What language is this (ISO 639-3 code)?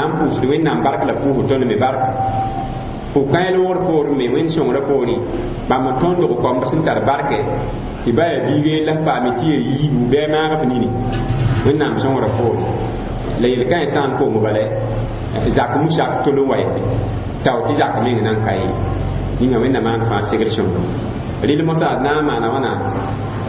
mos